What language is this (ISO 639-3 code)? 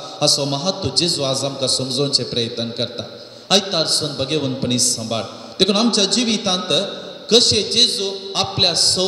kok